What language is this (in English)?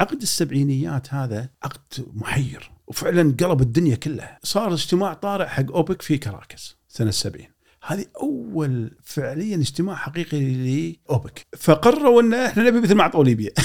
Gulf Arabic